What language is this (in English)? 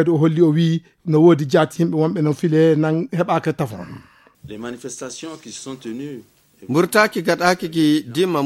Fula